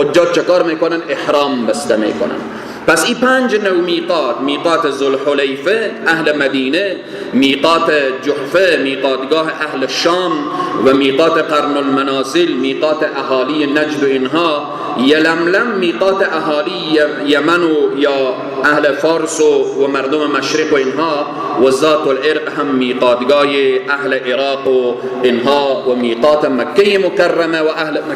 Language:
Persian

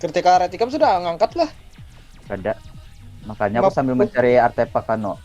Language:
Banjar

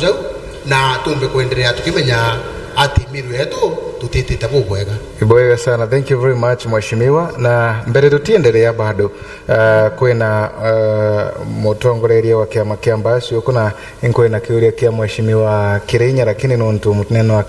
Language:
Meru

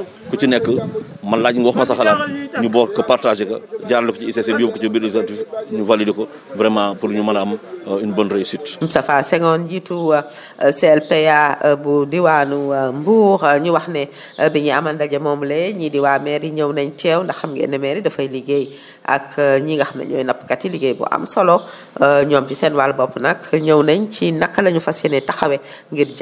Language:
Wolof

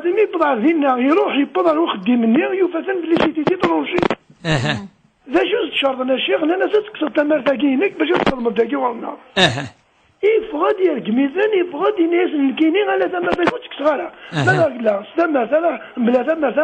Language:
Kabyle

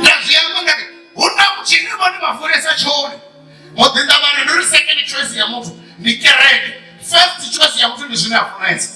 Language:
Venda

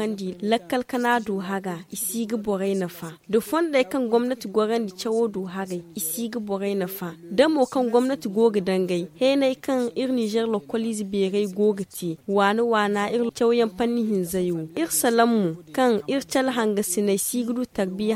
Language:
Zarma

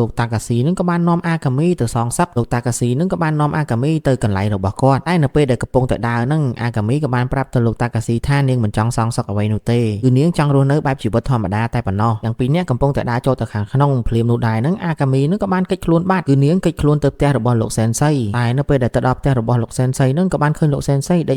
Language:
Khmer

